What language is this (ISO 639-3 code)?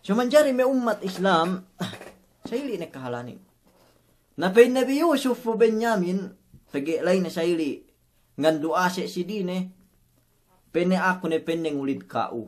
yka